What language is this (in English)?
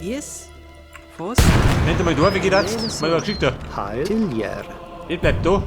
Bavarian